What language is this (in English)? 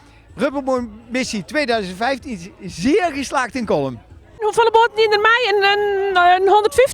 Western Frisian